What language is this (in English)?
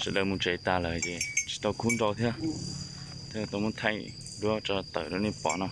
Hmong